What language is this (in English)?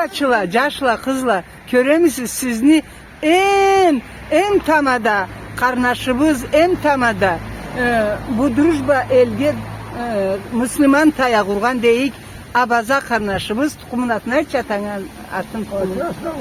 Karachay-Balkar